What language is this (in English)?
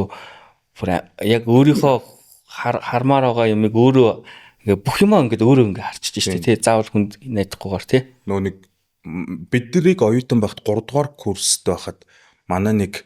Mongolian